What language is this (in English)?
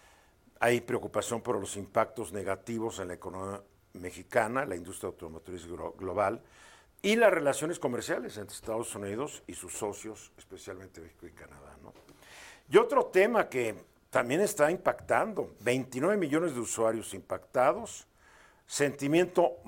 Spanish